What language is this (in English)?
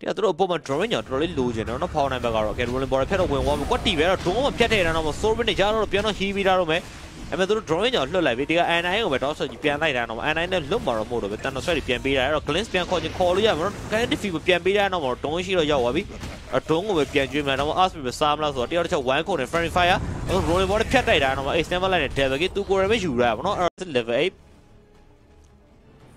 Burmese